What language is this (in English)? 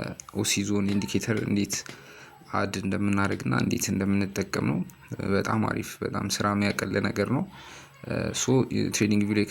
Amharic